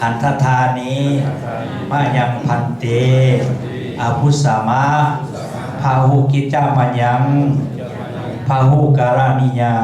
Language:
Pali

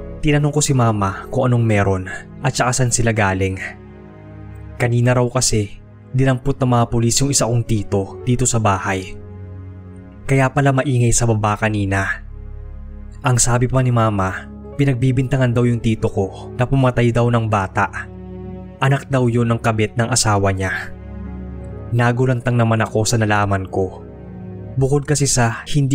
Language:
Filipino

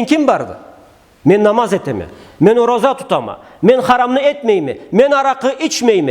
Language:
Karachay-Balkar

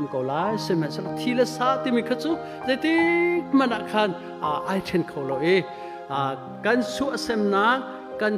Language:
Hakha Chin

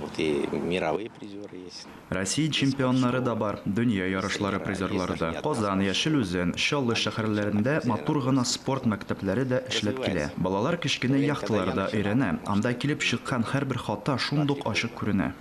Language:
Tatar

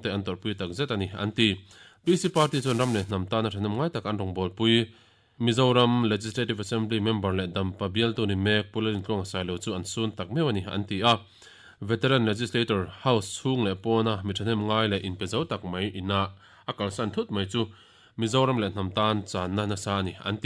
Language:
Mizo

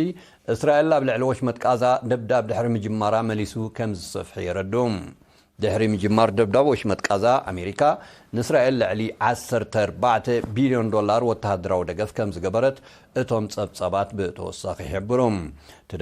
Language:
Tigrinya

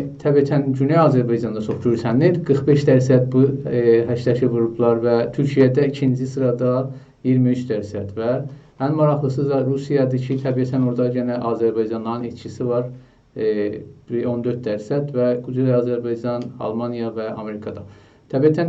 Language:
South Azerbaijani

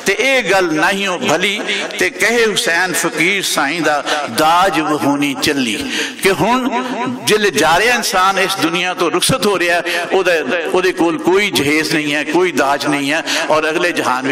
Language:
Western Panjabi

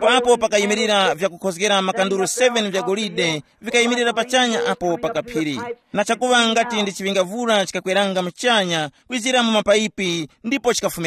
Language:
Tumbuka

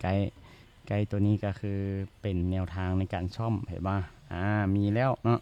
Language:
Lao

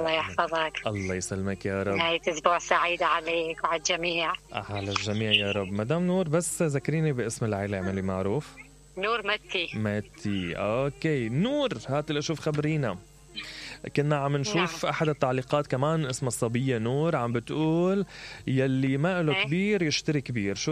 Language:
Mesopotamian Arabic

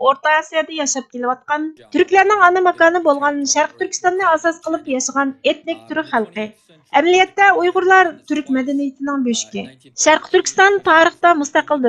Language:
Uyghur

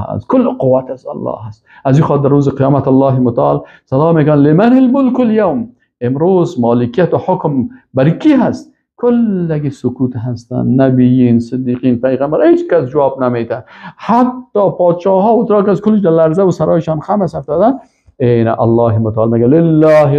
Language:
Persian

